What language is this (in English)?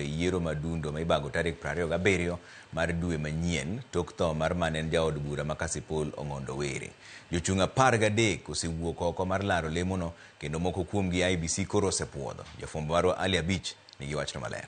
Luo (Kenya and Tanzania)